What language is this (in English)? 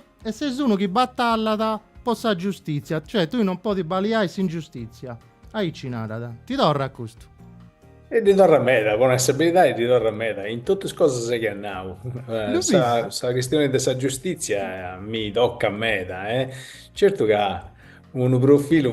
Sardinian